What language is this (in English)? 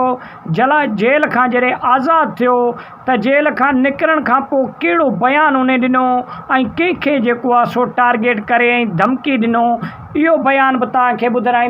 Sindhi